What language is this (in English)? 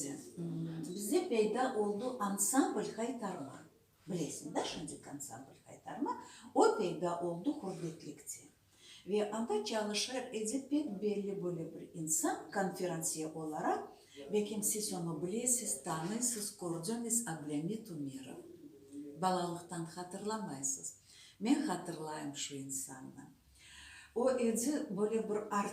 Crimean Tatar